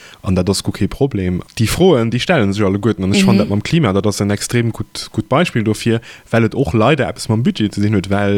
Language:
Luxembourgish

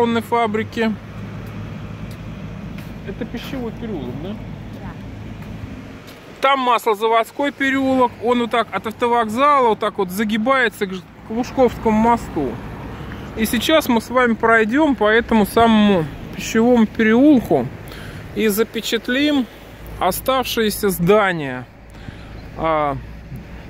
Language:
Russian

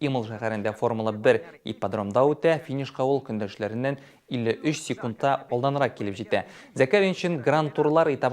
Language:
Tatar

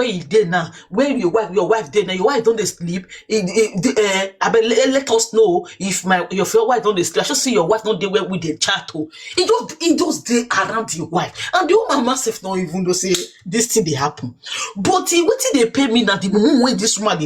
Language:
Nigerian Pidgin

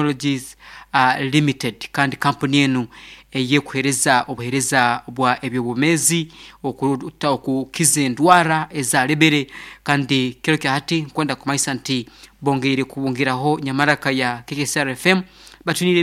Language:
Nyankole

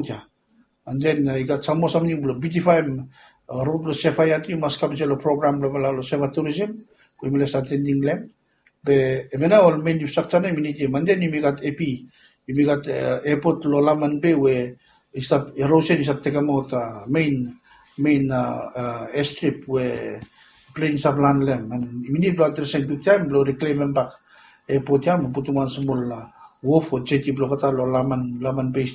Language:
Bislama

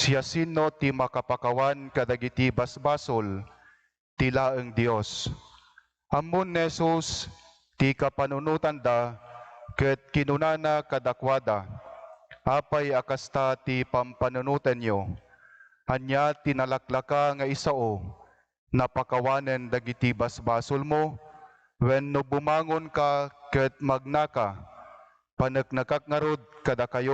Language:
Iloko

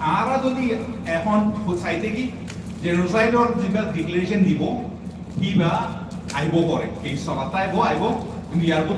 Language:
Rohingya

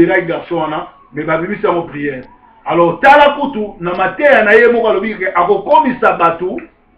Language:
Lingala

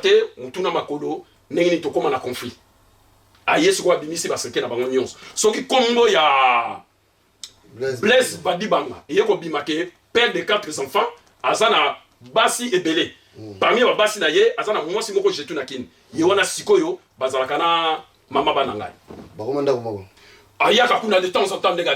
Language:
Lingala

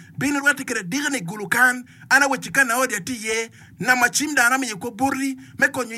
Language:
Acoli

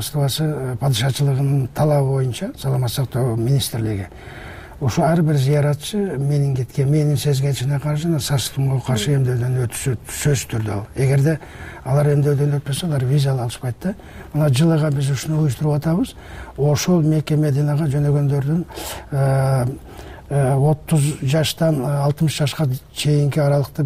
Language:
Kyrgyz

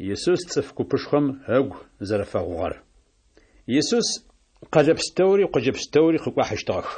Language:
Adyghe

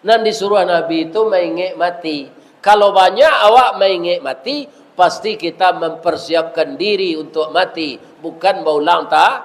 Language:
Minangkabau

